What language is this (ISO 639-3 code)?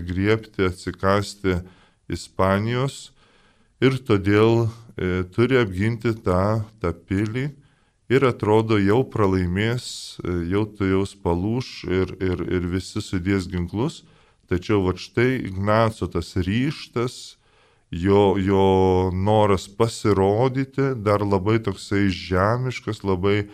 lit